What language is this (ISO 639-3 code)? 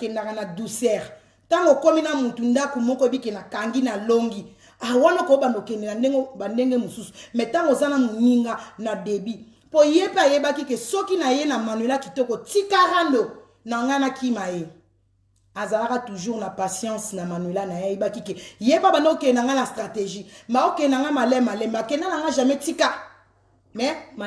lin